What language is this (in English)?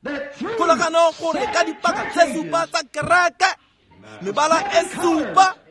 Tswana